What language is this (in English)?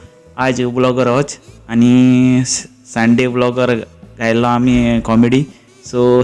Konkani